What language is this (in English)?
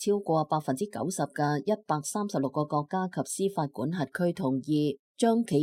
Cantonese